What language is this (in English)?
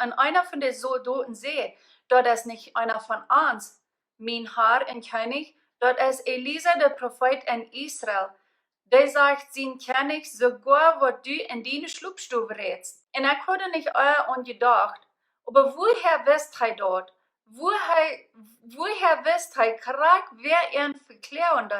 Plautdietsch